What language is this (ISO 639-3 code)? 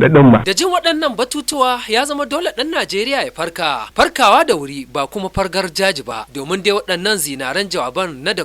hau